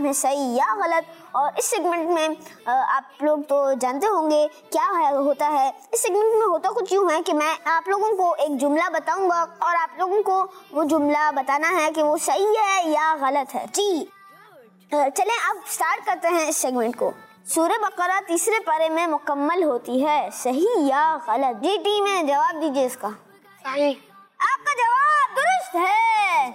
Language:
Urdu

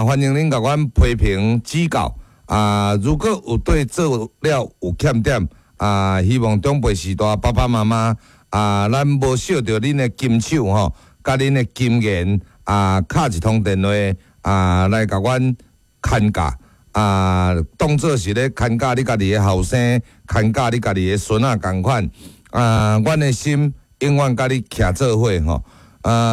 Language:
Min Nan Chinese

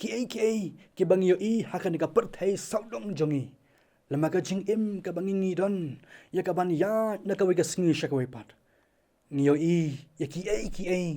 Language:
Khasi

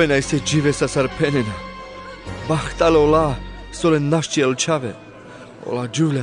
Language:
Carpathian Romani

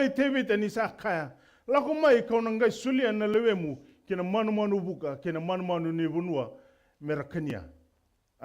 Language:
Fijian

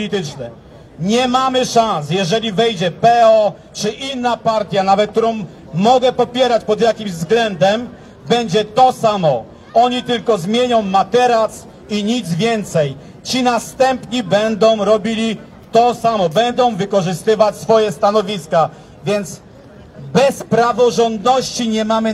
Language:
Polish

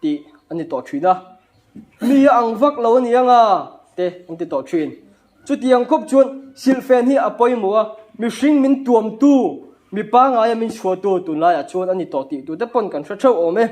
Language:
Mizo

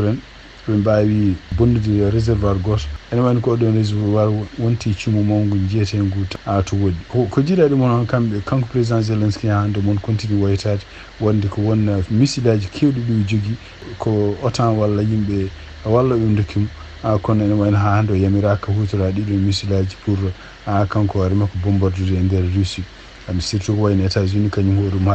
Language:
Fula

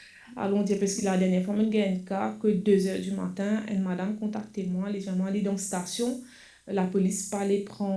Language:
Morisyen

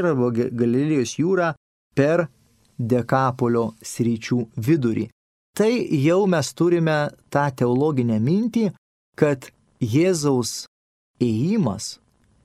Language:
Lithuanian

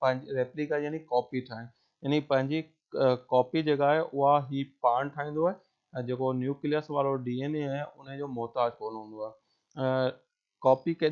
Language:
Sindhi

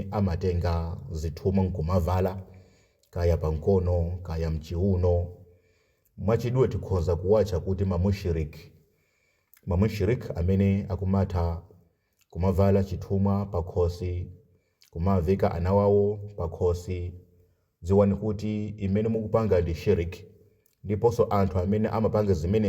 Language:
Nyanja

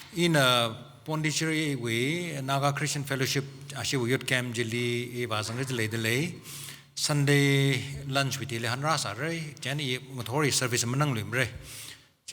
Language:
Tangkhul Naga (India)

